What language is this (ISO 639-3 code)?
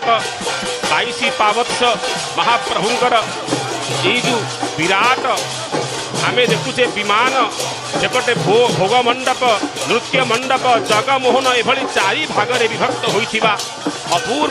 ori